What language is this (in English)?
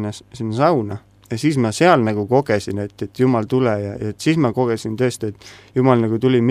Estonian